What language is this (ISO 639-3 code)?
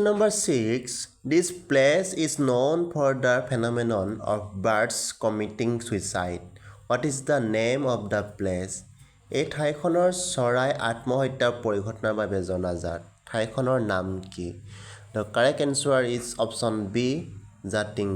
asm